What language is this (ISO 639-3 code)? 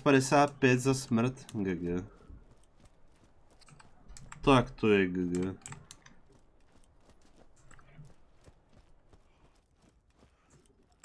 ces